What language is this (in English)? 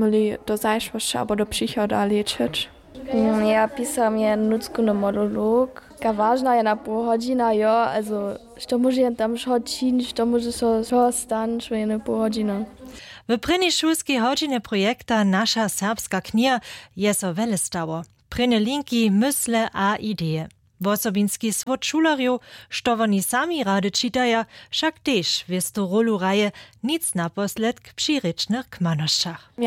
Upper Sorbian